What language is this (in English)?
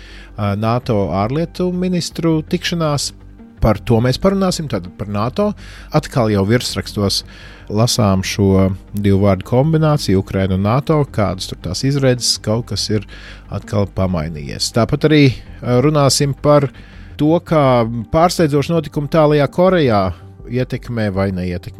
Latvian